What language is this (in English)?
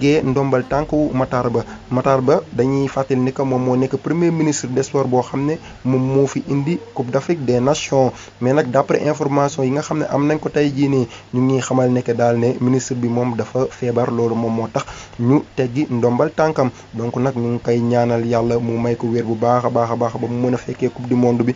Wolof